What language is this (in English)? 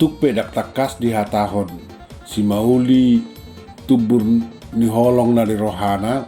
Batak Toba